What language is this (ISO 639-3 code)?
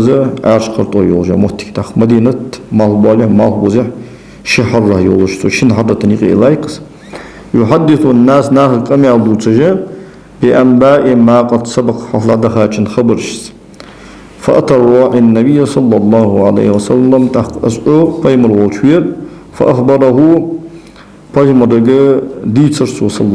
inh